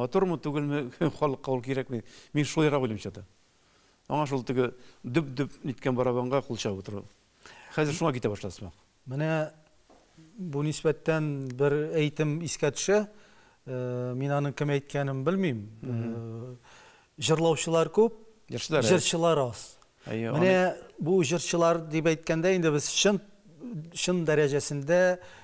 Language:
Tatar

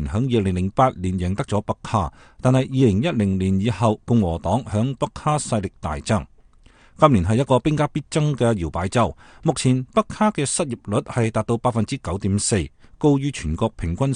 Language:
Cantonese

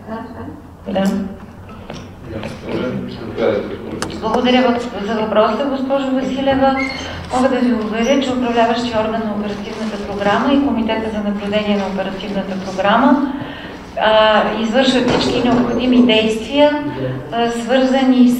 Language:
Bulgarian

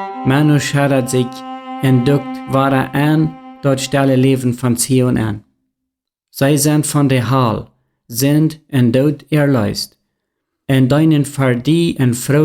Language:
Plautdietsch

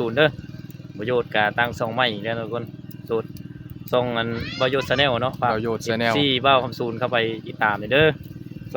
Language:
Northeastern Thai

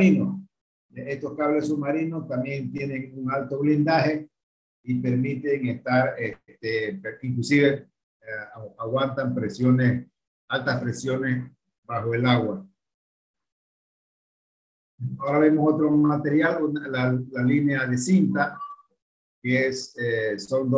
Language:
Spanish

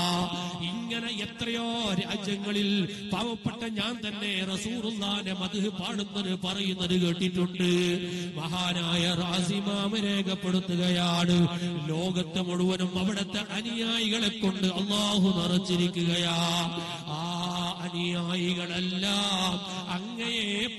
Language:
Malayalam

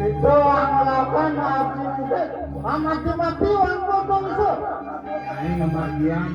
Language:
Balinese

